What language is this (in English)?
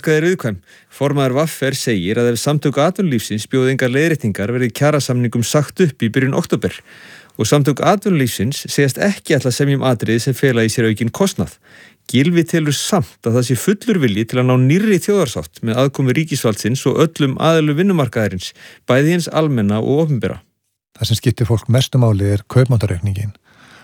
Icelandic